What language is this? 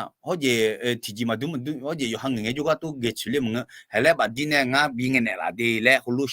Akha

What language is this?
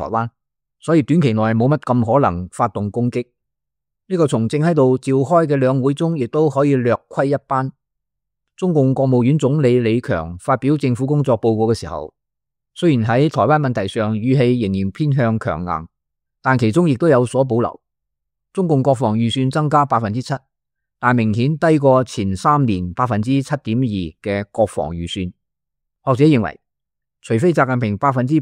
Cantonese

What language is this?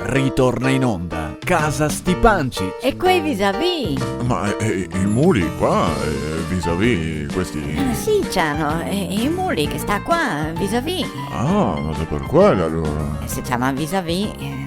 Venetian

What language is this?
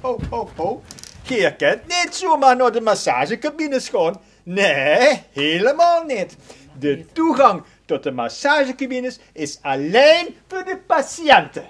Limburgish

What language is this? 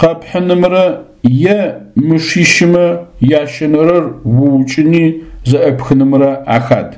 Adyghe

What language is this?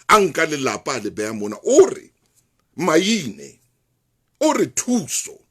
Southern Sotho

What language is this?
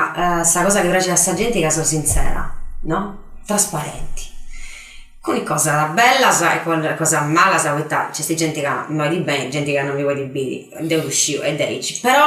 Sardinian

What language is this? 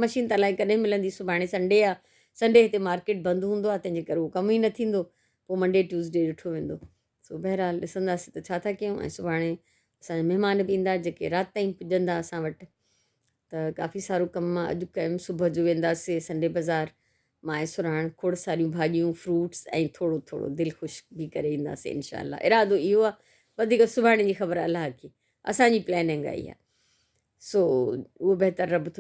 Sindhi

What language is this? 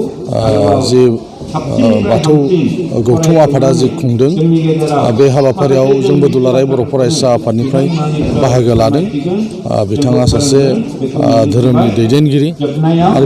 Bodo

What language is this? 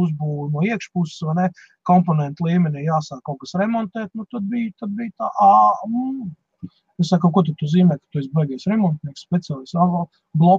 Latvian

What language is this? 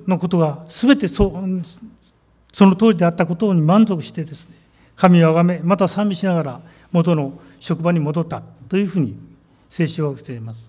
Japanese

